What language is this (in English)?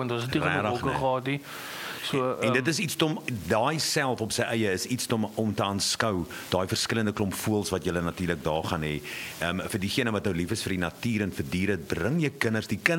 Afrikaans